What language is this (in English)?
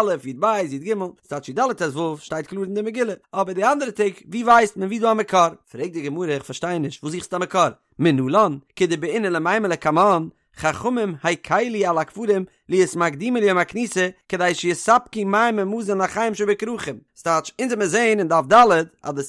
Yiddish